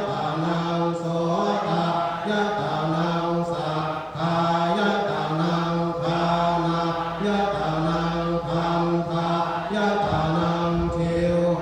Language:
Pali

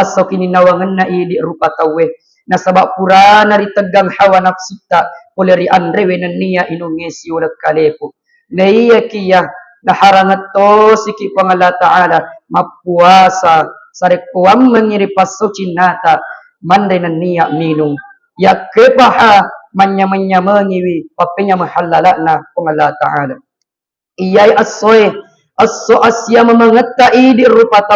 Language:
Buginese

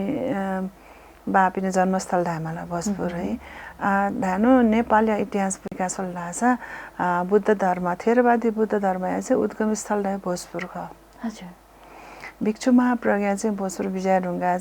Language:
Newari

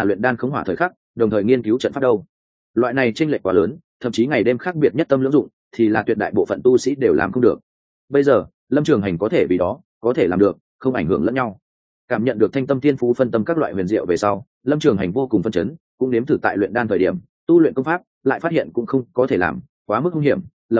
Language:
Vietnamese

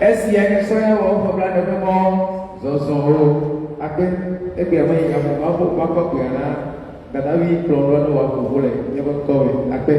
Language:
Ewe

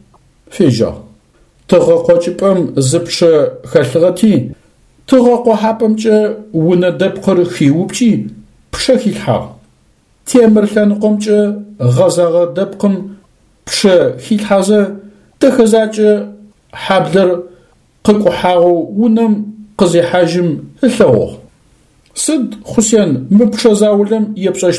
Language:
Adyghe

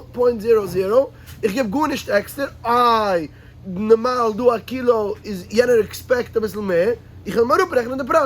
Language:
Yiddish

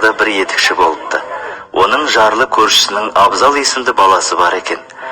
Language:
Kazakh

